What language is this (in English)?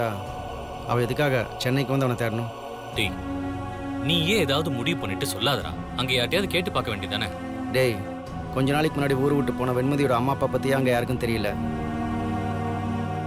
Tamil